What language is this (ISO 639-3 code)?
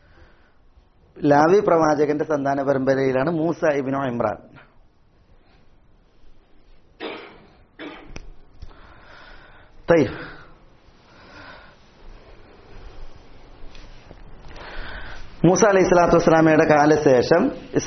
mal